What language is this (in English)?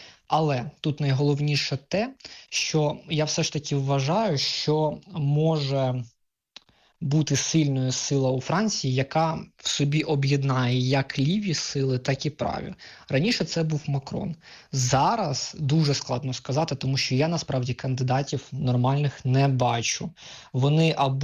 Ukrainian